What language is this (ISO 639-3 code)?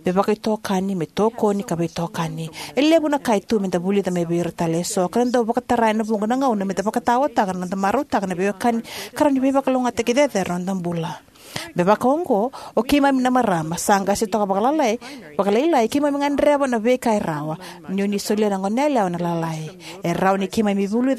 fij